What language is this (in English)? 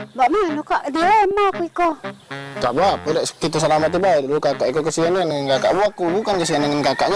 Musi